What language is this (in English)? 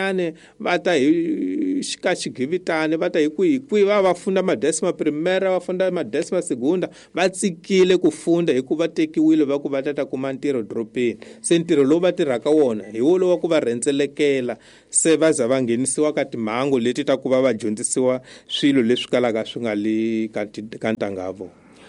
Tsonga